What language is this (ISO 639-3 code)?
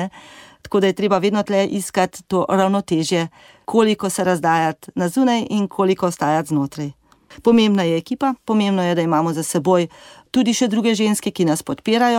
slv